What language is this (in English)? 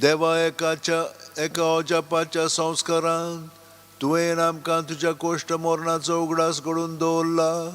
Konkani